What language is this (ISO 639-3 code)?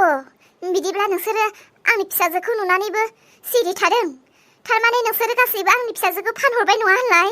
brx